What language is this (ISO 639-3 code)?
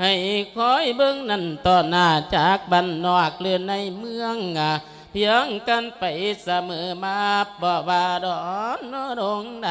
lao